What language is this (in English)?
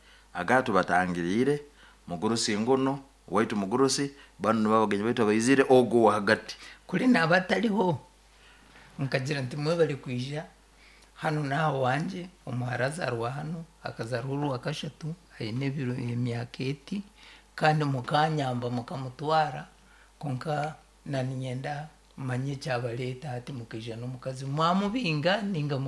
Nyoro